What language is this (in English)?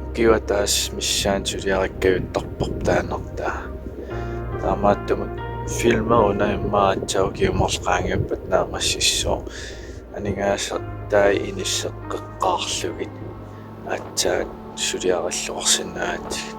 Kalaallisut